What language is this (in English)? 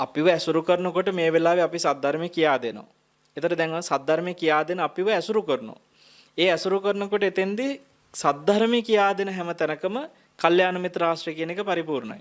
Sinhala